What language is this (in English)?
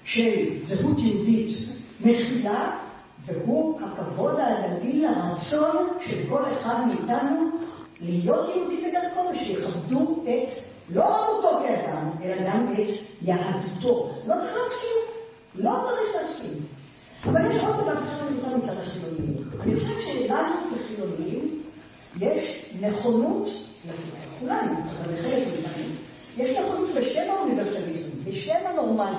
Hebrew